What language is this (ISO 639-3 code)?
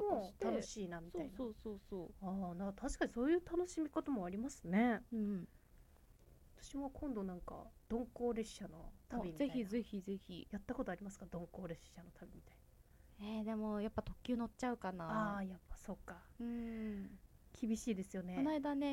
jpn